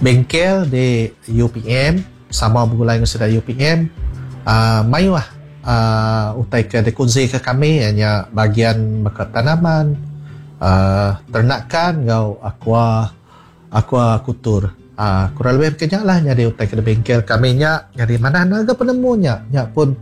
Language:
Iban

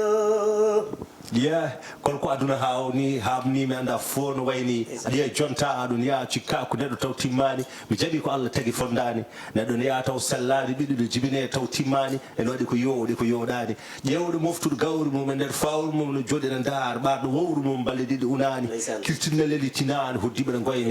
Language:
Fula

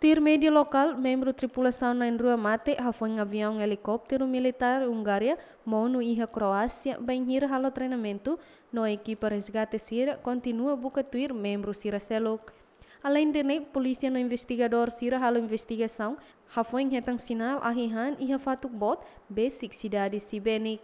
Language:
Tetum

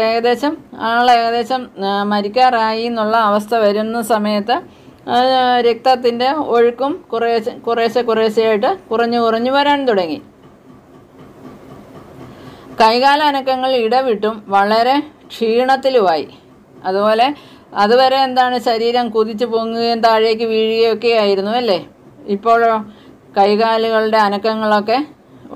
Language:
Malayalam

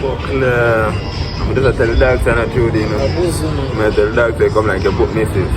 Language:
Jamaican Creole English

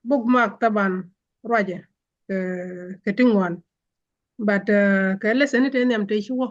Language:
Nuer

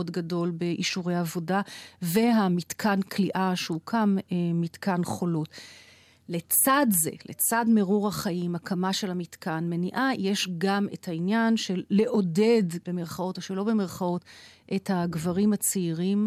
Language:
Hebrew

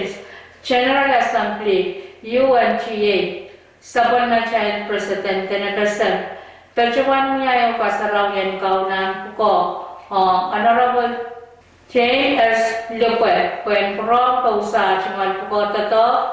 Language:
Pohnpeian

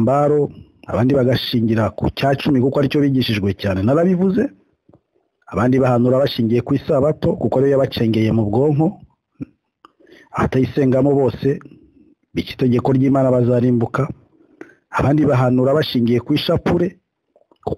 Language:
Kinyarwanda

